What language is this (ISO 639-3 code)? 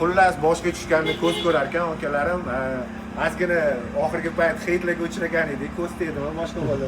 uzb